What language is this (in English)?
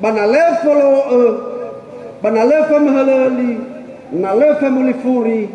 Nias